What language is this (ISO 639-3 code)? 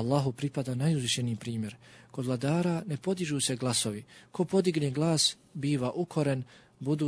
bos